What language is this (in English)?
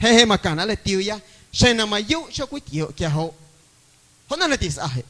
Guerrero Amuzgo